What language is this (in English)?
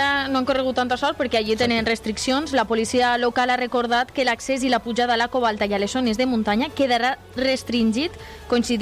Catalan